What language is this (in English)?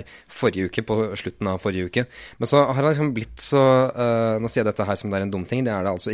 Norwegian